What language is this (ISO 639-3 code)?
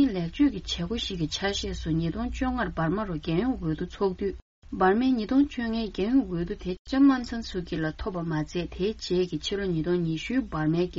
bod